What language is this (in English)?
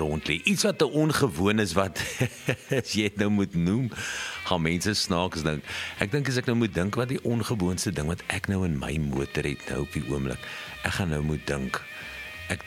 Afrikaans